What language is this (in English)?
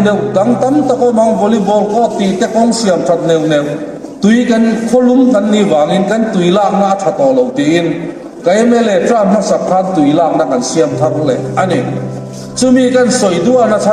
Hmar